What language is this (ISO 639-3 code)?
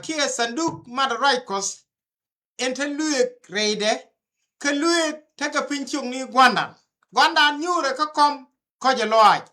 nus